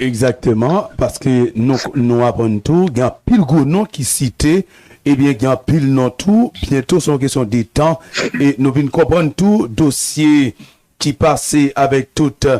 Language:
Haitian Creole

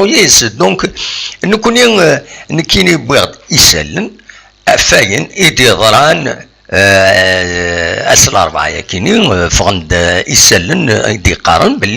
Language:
Kabyle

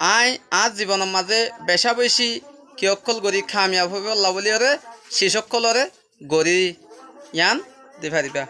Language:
Rohingya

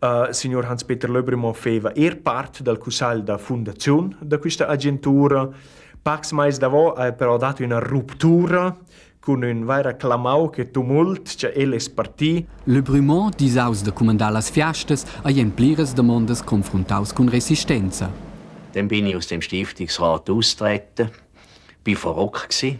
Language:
Romansh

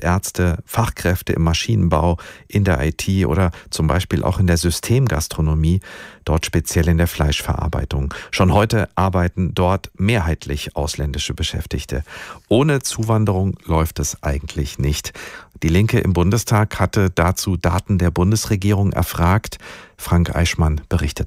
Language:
German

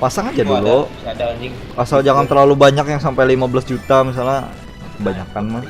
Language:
Banjar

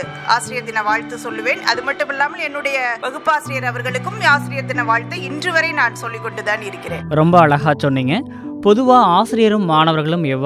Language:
Tamil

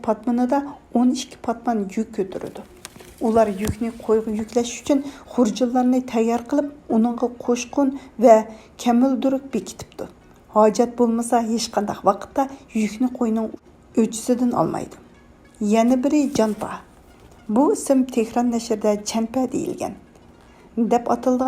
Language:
Uyghur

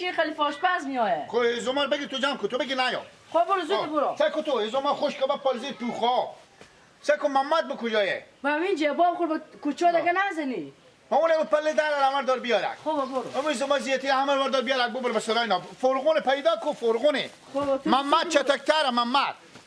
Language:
Persian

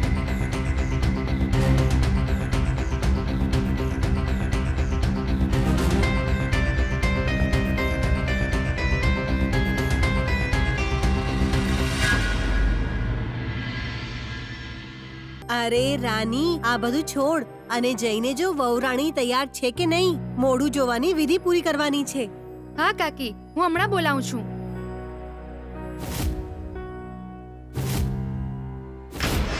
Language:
Gujarati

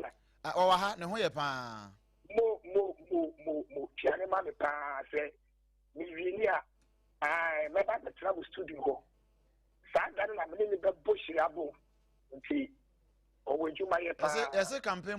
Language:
Akan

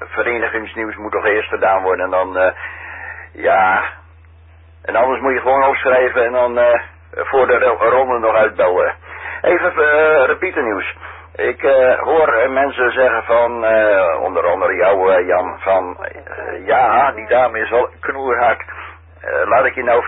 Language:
Dutch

